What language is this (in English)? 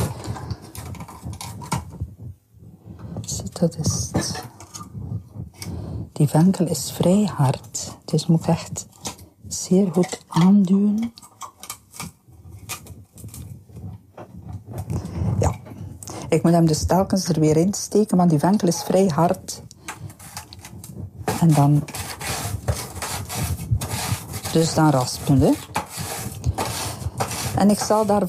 Dutch